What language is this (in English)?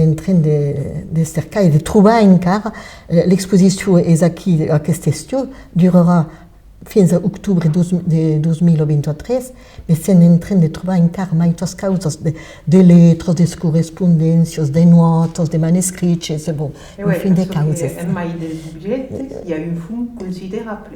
Occitan